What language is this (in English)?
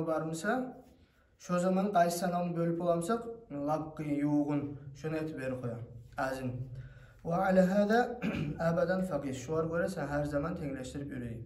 Kumyk